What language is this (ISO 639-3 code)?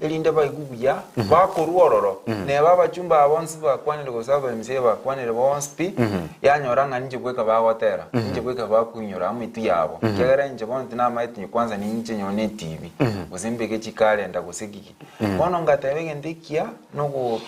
guz